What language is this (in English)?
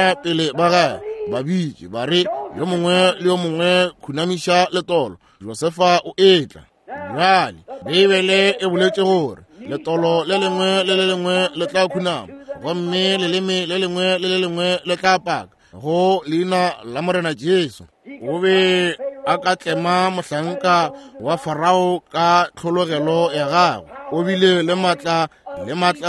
Northern Sotho